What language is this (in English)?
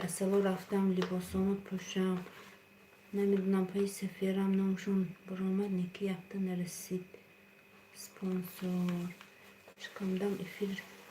Tajik